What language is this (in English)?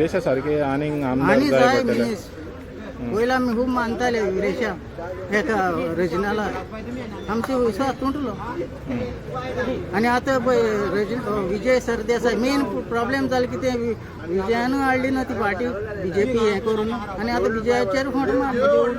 Konkani